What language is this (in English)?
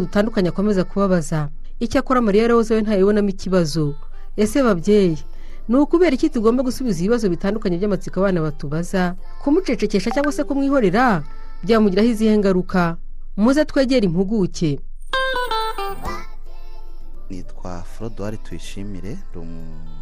Kinyarwanda